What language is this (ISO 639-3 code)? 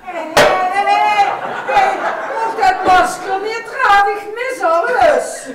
lim